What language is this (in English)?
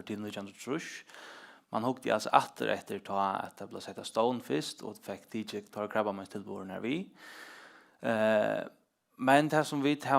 Faroese